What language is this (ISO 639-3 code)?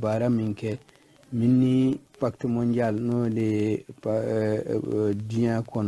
bam